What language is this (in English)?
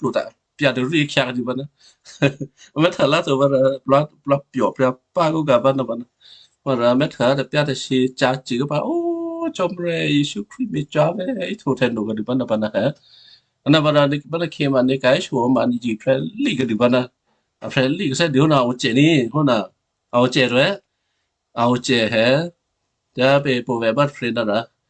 Western Kayah